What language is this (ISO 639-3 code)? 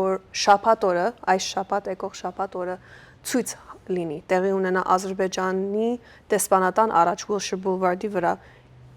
hyw